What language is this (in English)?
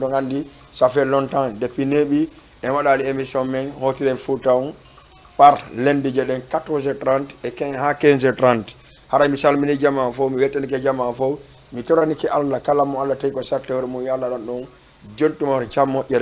Fula